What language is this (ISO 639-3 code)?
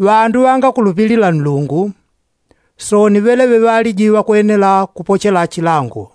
yao